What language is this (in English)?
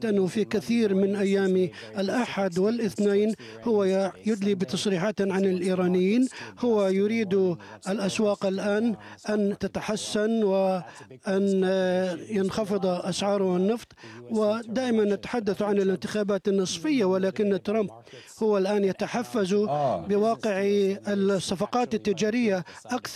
Arabic